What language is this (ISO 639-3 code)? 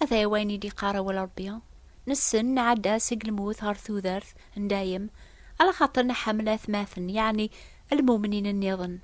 kab